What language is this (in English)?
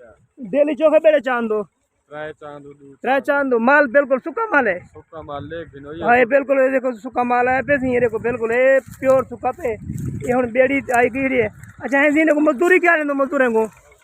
Saraiki